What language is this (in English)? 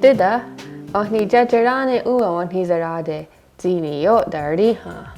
Mohawk